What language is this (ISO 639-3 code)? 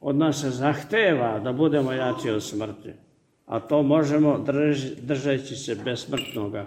srp